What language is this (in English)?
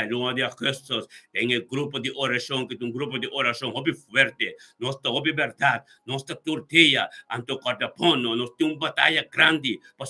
Papiamento